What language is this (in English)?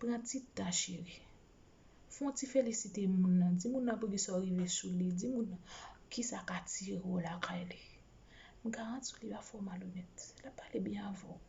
Haitian Creole